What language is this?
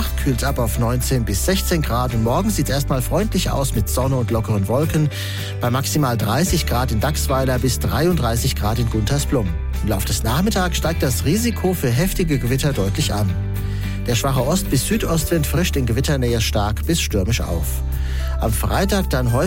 German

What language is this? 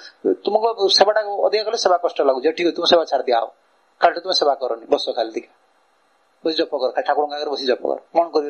Odia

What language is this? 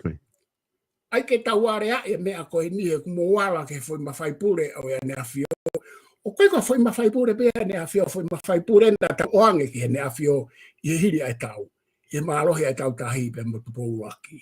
Tongan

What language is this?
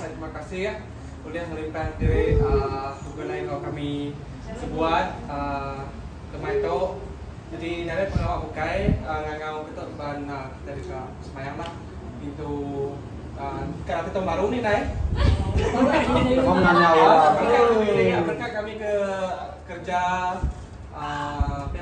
Malay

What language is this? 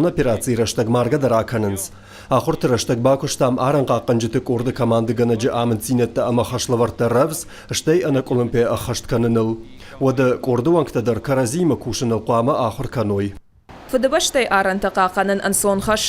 Ossetic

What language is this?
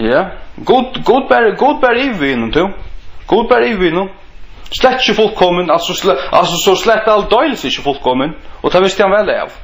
Faroese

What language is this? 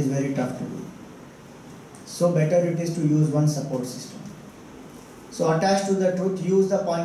English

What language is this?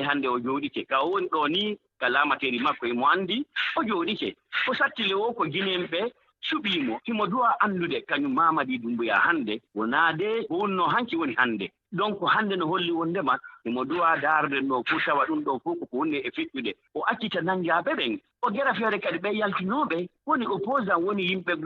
Fula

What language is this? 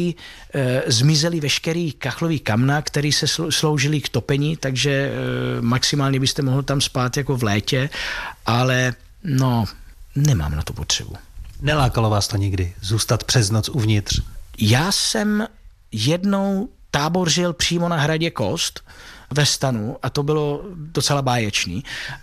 Czech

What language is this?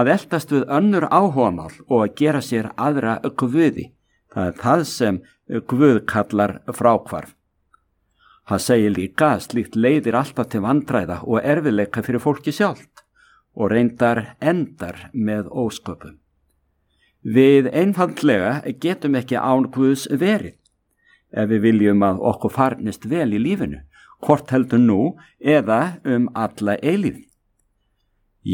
Icelandic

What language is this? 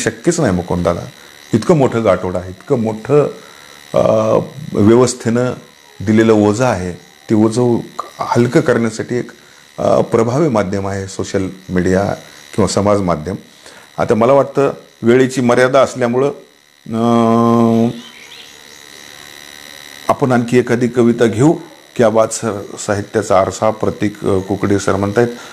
Marathi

